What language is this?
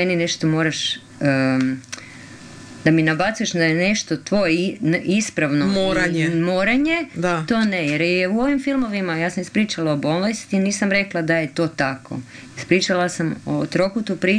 Croatian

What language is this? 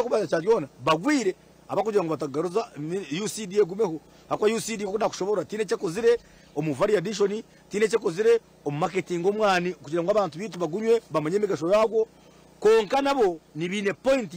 Nyankole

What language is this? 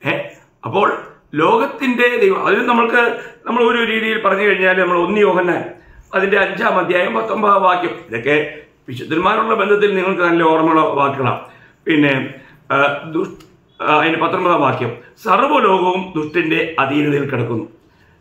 Malayalam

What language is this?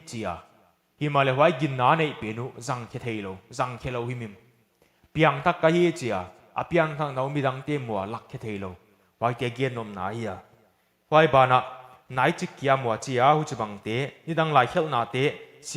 Paite Chin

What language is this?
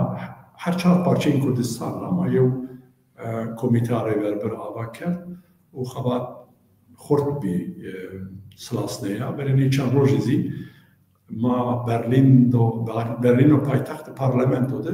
Zaza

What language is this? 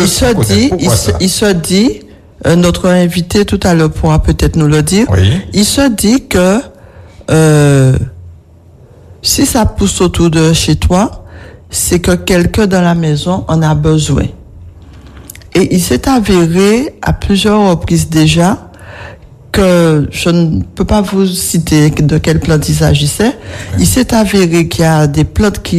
French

